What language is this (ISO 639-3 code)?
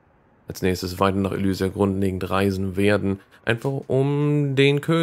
deu